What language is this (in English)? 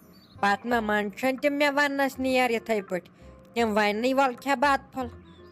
Kashmiri